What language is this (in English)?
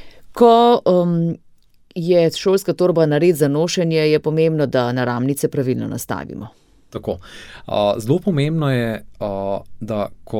Slovenian